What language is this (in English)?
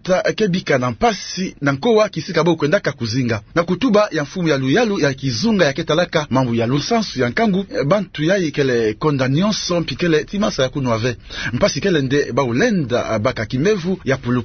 Kituba (Democratic Republic of Congo)